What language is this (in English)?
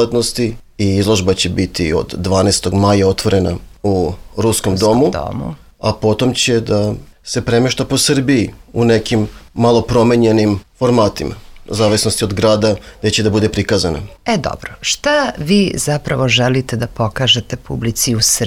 Serbian